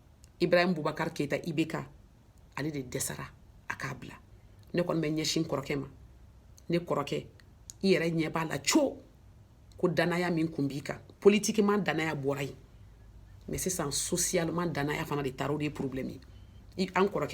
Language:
Bambara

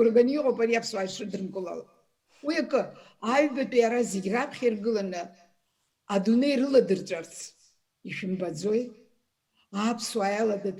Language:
Abkhazian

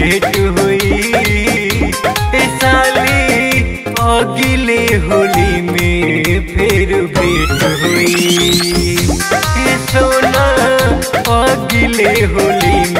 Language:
Bhojpuri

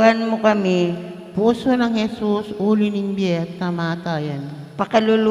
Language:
Pampanga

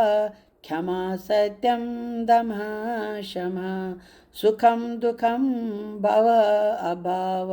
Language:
Kashmiri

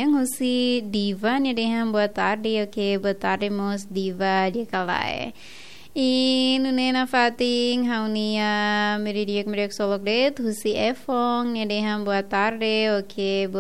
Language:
Tetum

